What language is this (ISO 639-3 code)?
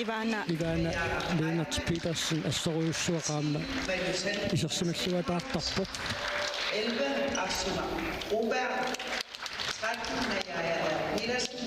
kal